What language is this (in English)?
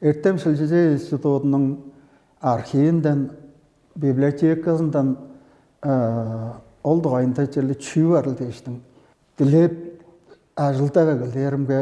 Tuvinian